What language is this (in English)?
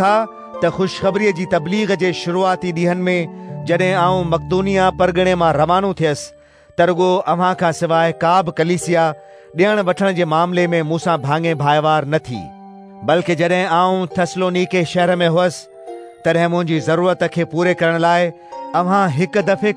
Sindhi